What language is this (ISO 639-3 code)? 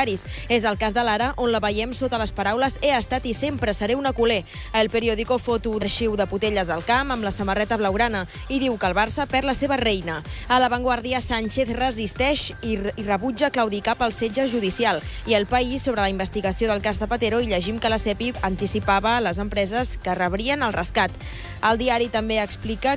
cat